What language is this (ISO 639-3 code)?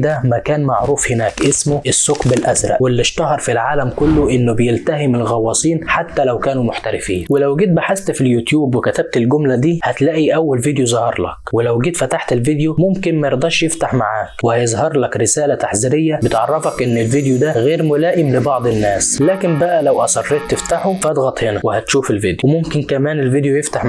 arz